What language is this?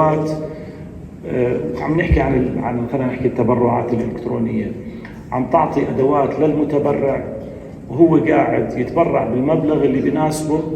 North Levantine Arabic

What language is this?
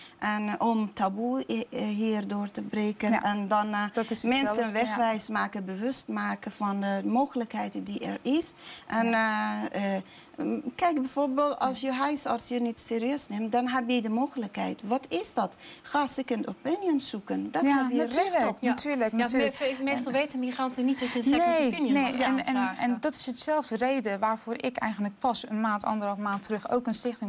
Dutch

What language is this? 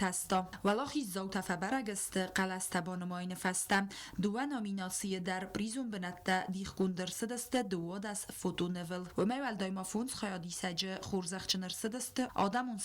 Ossetic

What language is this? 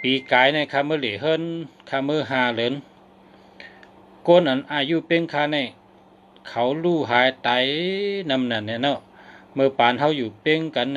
Shan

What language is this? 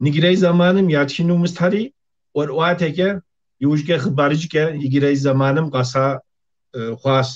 Kabardian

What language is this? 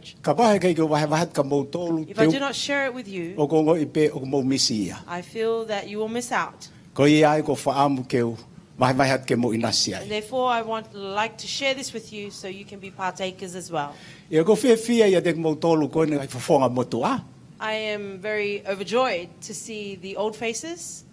Tongan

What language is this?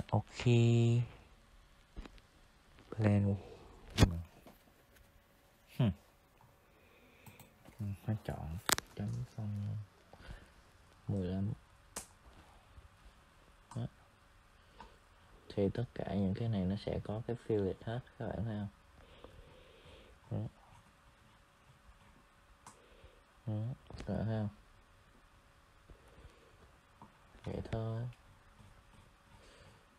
Vietnamese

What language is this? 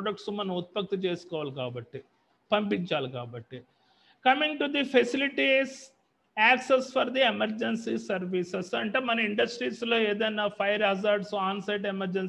Telugu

